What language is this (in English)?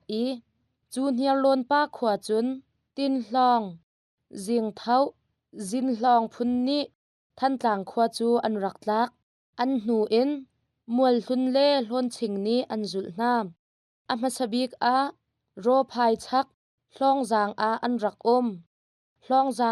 Hakha Chin